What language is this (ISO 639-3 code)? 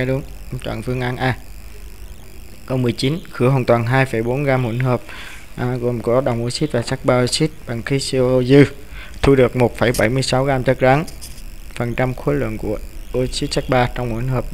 vie